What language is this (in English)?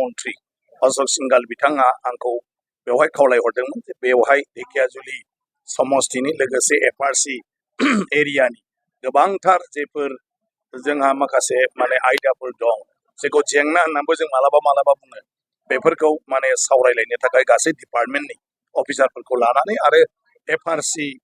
Bodo